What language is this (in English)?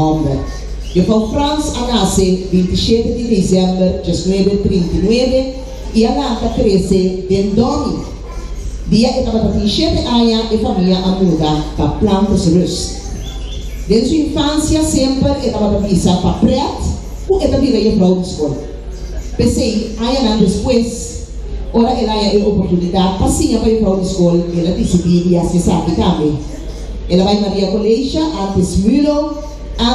Papiamento